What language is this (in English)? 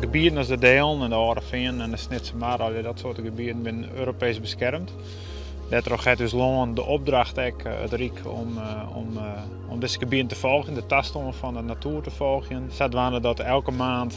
Western Frisian